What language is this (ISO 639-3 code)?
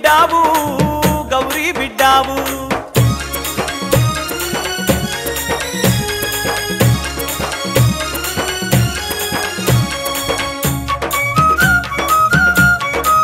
tel